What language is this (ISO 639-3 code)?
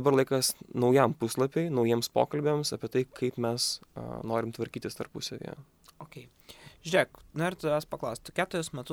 lit